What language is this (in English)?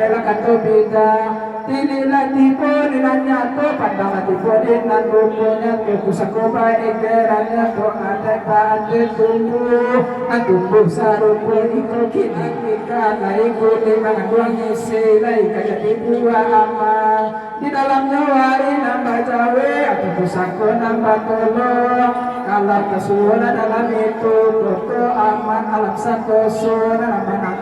Minangkabau